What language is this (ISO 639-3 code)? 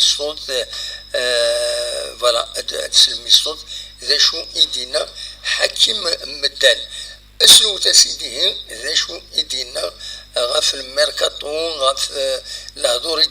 kab